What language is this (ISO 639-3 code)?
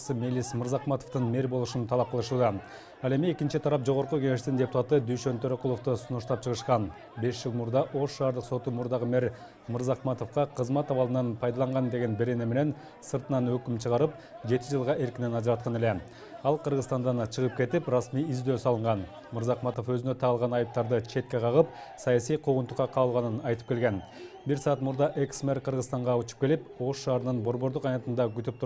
kir